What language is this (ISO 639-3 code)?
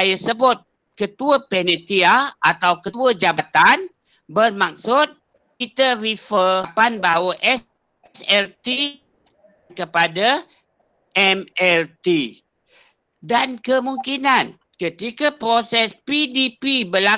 msa